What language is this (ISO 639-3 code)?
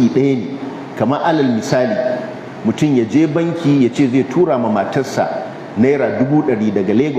hau